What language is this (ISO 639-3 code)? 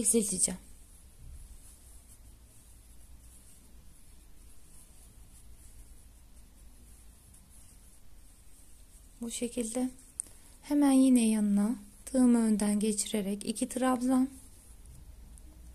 tur